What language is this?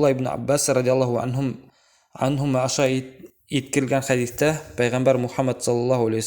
Bashkir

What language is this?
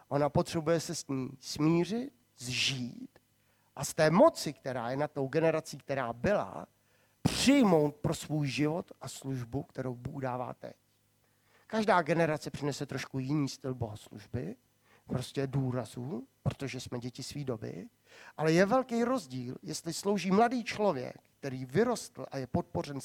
Czech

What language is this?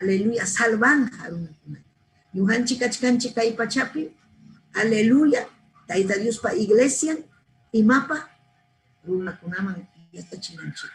Ayacucho Quechua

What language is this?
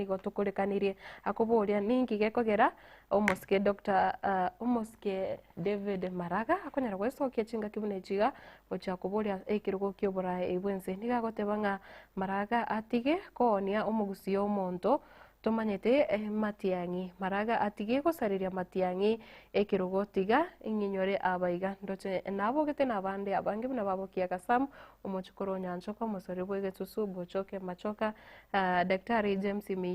Gusii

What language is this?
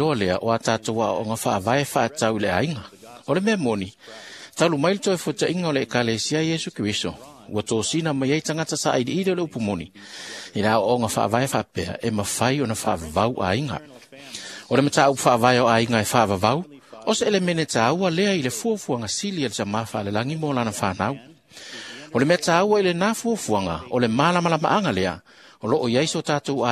Samoan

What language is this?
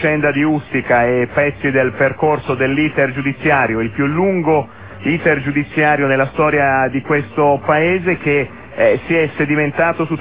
Italian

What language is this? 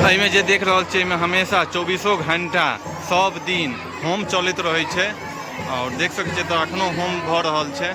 Maithili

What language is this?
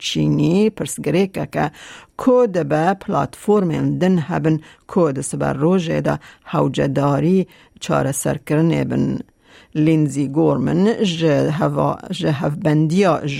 Kurdish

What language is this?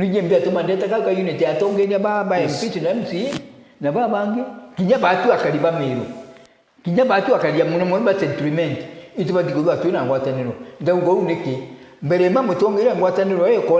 Meru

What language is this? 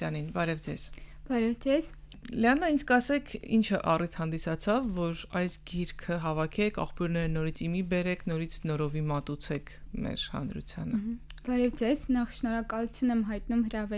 Armenian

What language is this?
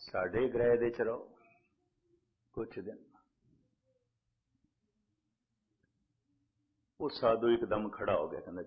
Punjabi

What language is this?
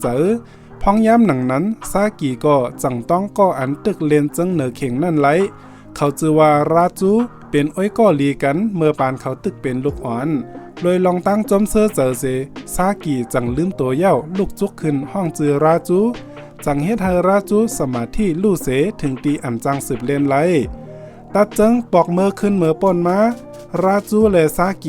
Shan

